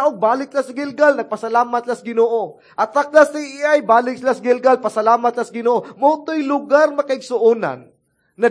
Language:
Cebuano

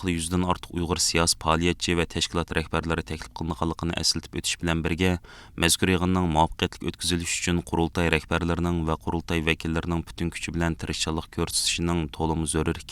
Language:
Uyghur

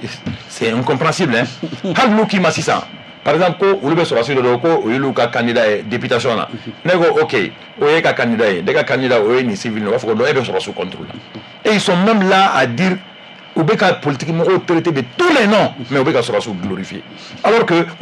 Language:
Bambara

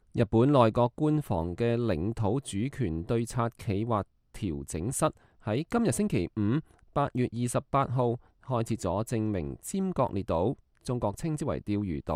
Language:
Cantonese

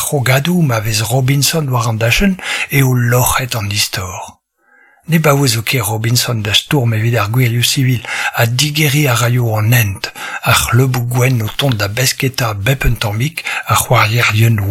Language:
Breton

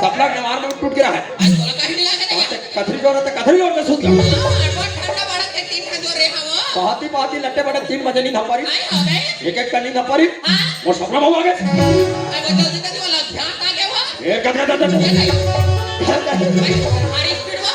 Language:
Chhattisgarhi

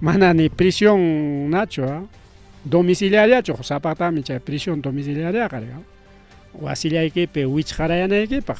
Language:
Ayacucho Quechua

